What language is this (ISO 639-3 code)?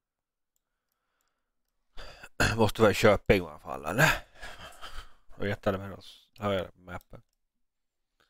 swe